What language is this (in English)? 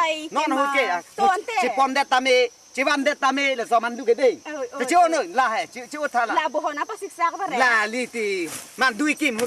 Karbi